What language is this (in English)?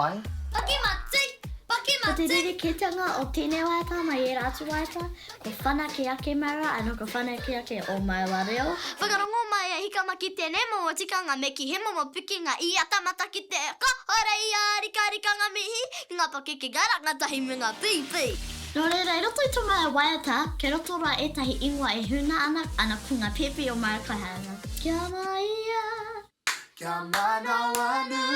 Māori